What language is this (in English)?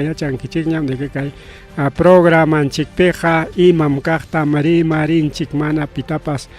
Ayacucho Quechua